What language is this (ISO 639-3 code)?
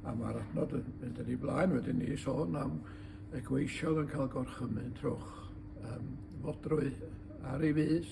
cym